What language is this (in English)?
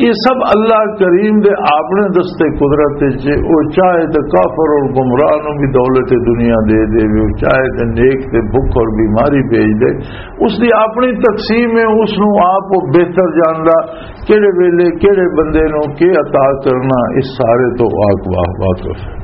Western Panjabi